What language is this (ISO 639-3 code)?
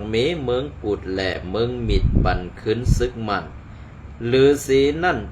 shn